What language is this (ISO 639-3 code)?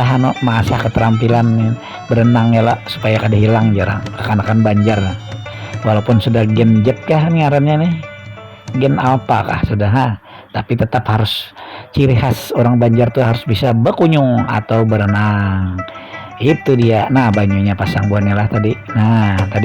bjn